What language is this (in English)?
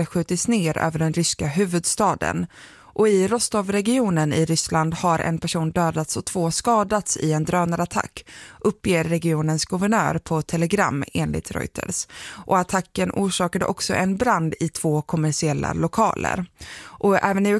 Swedish